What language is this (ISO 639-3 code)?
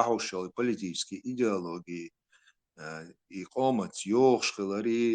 che